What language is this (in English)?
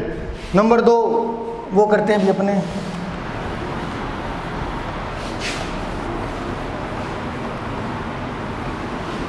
Hindi